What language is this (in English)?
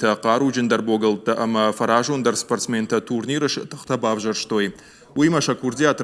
Ossetic